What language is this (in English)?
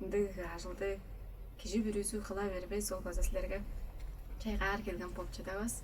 Tuvinian